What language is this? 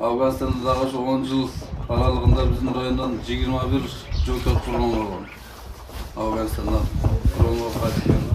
Kyrgyz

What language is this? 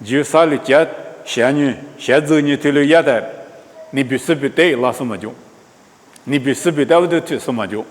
Lisu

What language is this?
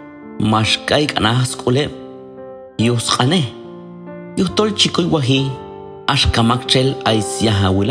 Q'anjob'al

